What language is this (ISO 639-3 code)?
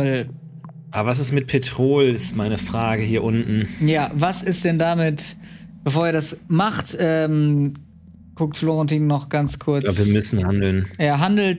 deu